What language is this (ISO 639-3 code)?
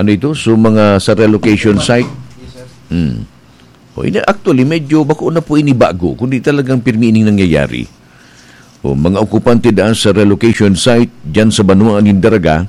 bik